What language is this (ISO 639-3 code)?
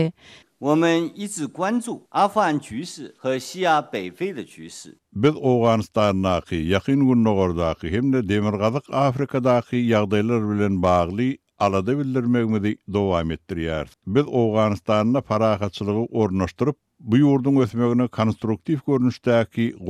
kir